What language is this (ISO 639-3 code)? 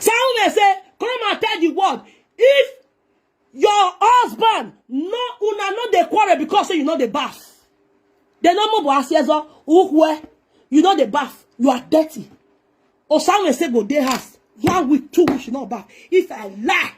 pcm